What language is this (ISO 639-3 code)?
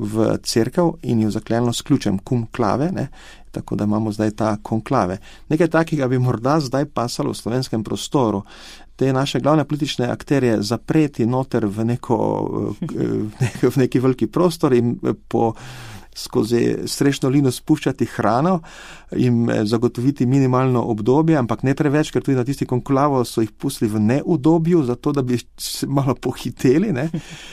slv